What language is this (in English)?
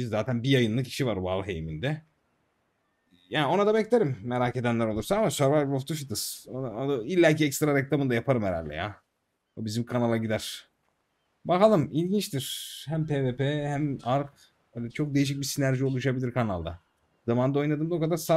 Turkish